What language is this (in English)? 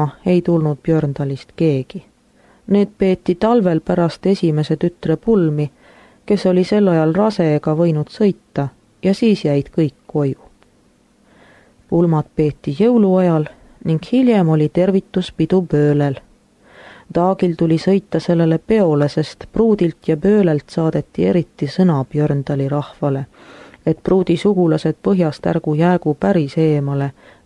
Estonian